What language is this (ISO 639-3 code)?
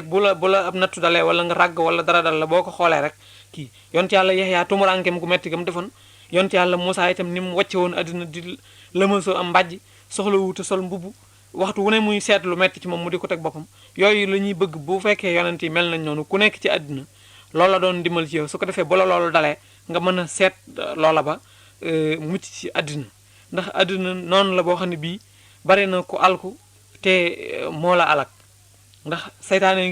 wol